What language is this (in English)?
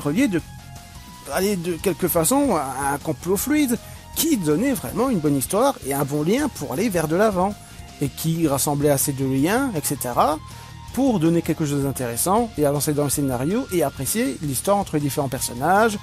French